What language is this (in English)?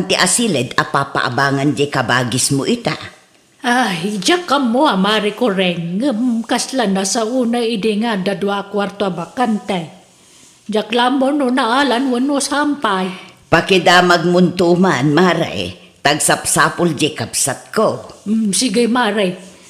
Iloko